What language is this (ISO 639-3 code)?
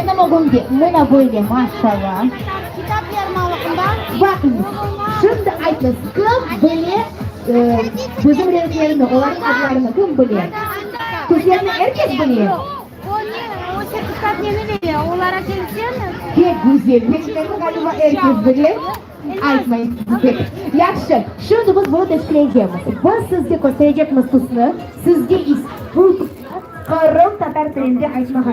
crh